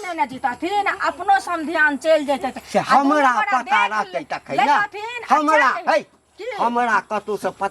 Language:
Maithili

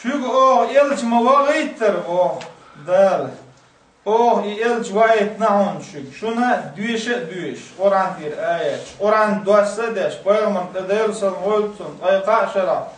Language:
Chechen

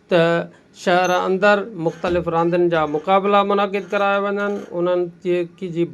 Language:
Sindhi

